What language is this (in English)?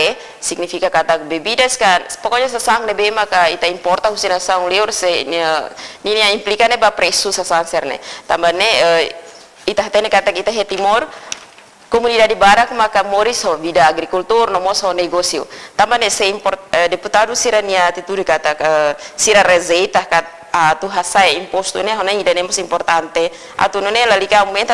Tetum